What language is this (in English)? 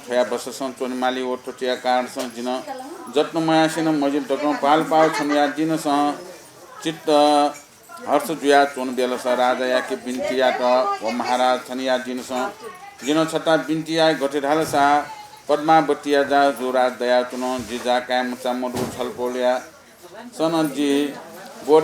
Newari